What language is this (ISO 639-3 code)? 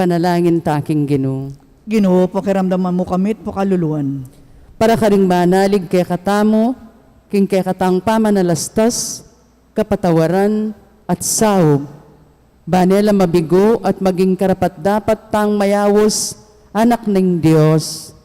pam